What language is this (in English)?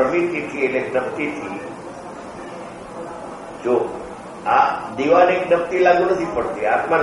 Gujarati